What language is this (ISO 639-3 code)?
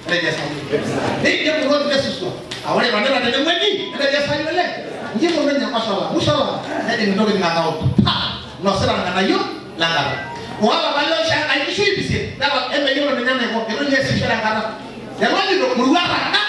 mas